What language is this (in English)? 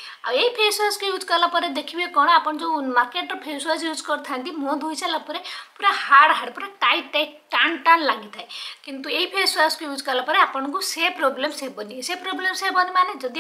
Odia